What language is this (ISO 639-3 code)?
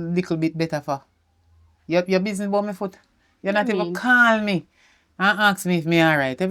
jam